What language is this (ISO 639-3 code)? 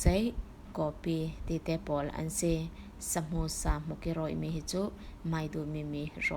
cfm